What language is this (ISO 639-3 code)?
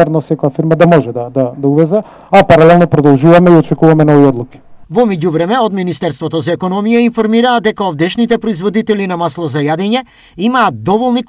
mkd